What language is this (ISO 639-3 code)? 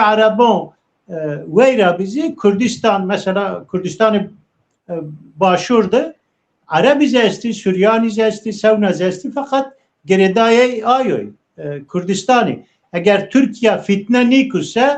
zza